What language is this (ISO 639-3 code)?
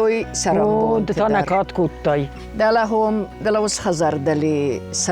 oss